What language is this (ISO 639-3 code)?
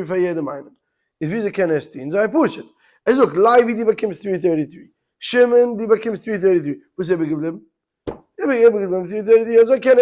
yid